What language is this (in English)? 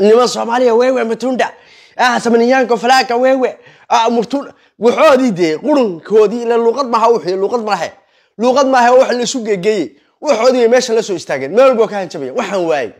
Somali